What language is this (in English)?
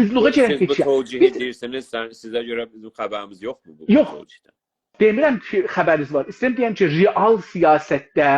South Azerbaijani